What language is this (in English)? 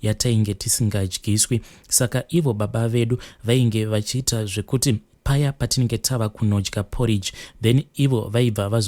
Shona